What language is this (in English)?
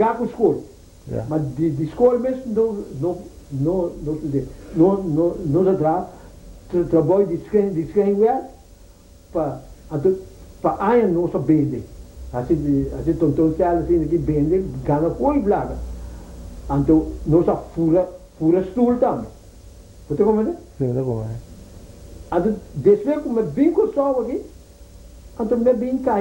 Papiamento